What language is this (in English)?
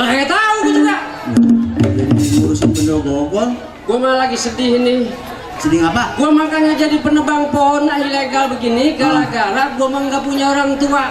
Betawi